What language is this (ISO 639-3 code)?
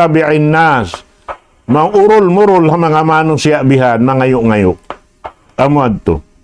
tsg